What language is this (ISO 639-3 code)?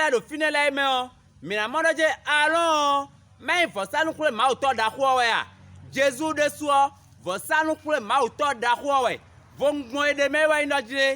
fon